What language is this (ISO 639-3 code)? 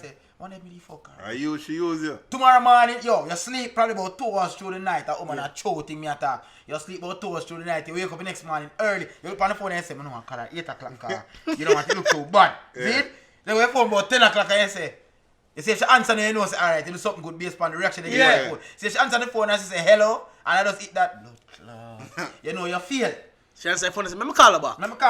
jam